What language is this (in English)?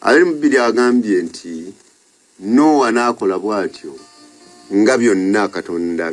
Ganda